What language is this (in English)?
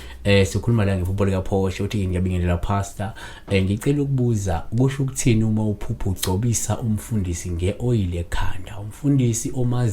Zulu